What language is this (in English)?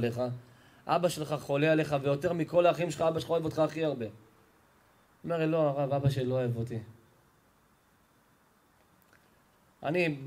Hebrew